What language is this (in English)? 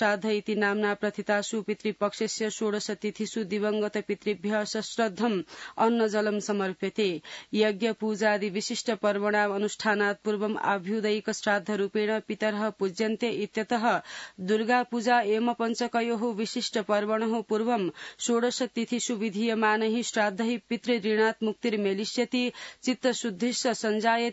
Sanskrit